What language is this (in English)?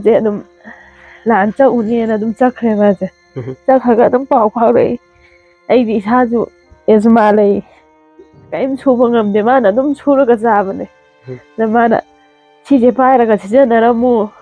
Manipuri